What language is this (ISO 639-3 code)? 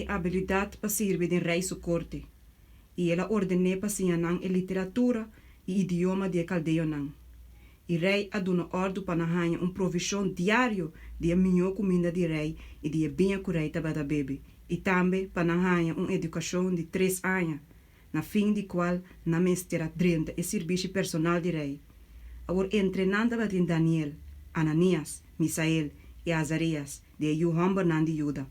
pap